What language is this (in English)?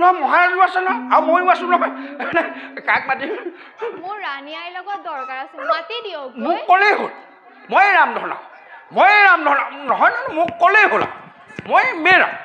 Assamese